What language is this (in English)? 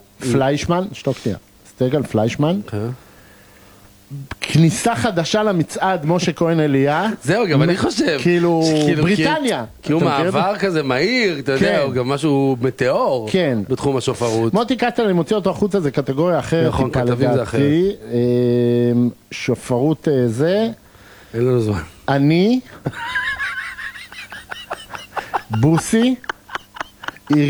Hebrew